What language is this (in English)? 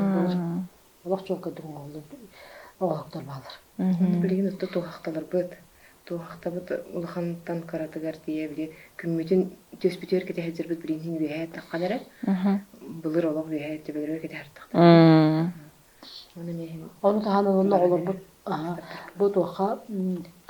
Yakut